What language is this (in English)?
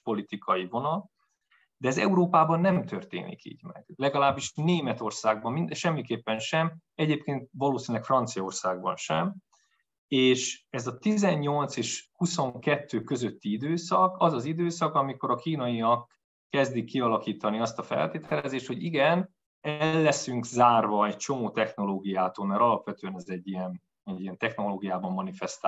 Hungarian